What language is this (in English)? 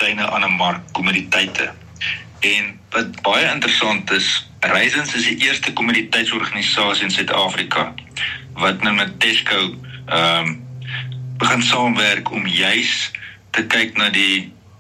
Afrikaans